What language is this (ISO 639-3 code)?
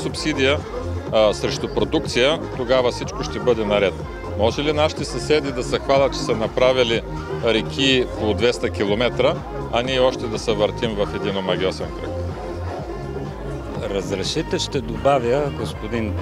bul